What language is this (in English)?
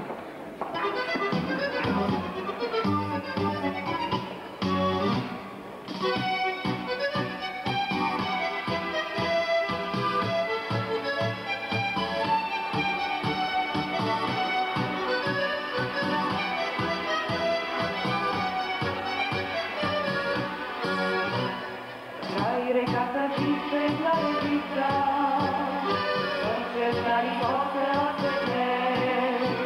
Bulgarian